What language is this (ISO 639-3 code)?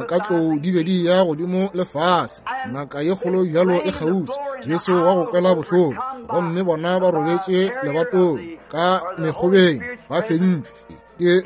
nso